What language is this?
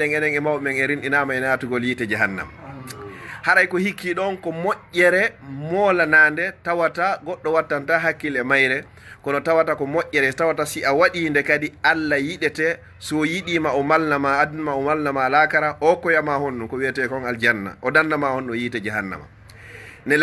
Fula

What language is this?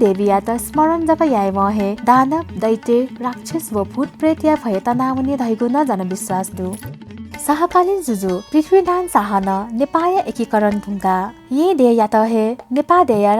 Newari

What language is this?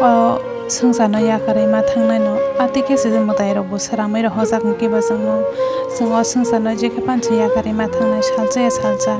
Kok Borok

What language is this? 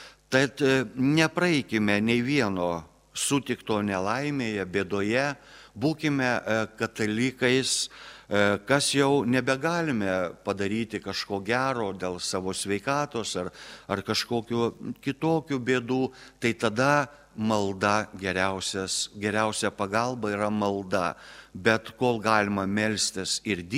Lithuanian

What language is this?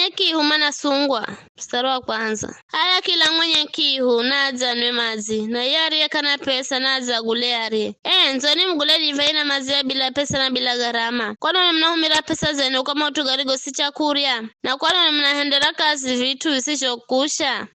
Giryama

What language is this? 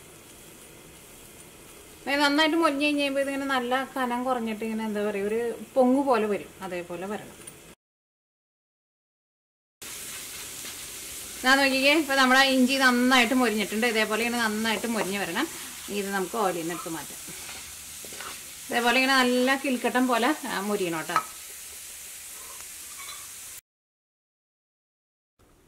Malayalam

